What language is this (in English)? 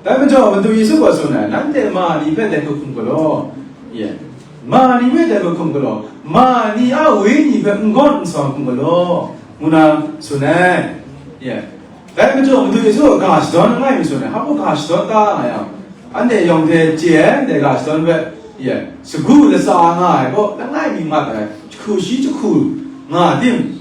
Kachin